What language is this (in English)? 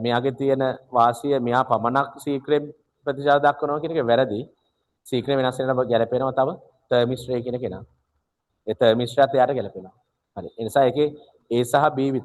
Sinhala